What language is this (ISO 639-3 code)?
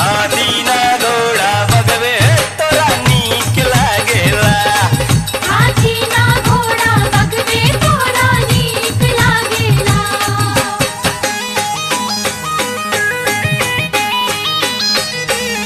bho